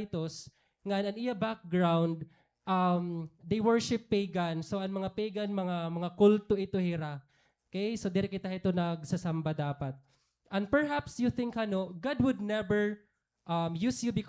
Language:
Waray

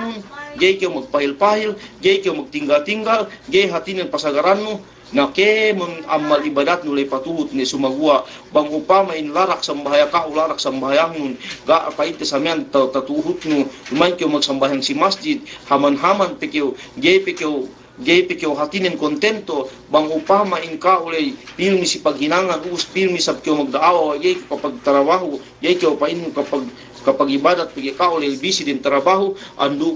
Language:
Yakan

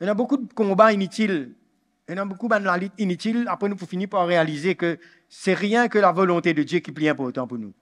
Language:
Morisyen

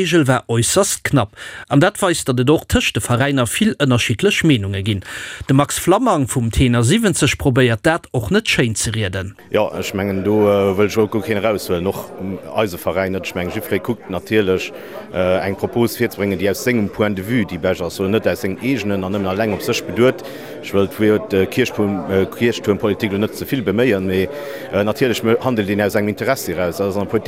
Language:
Luxembourgish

